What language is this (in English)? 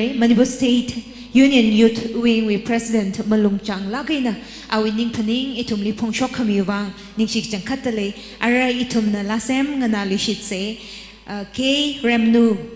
Tangkhul Naga (India)